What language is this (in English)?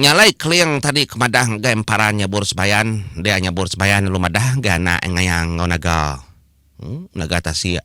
Iban